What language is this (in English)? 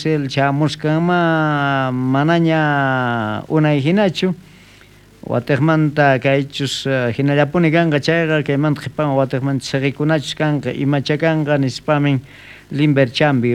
South Bolivian Quechua